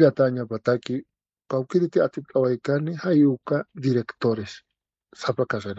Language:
Aymara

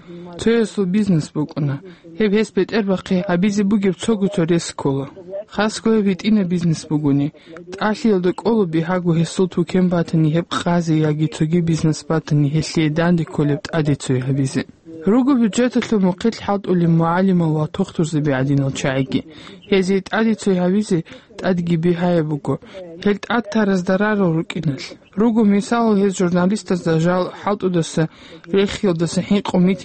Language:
Avaric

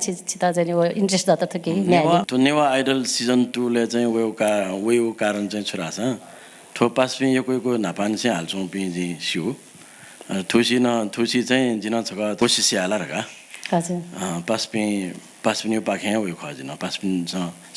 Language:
Newari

